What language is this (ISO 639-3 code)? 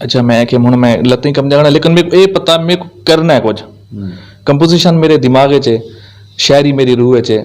lah